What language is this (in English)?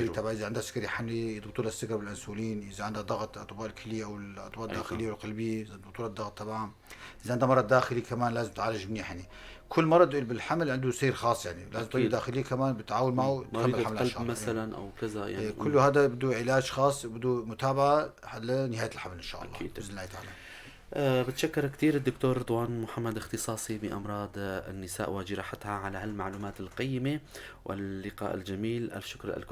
North Levantine Arabic